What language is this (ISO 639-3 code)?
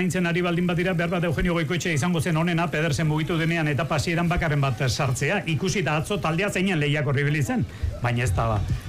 eus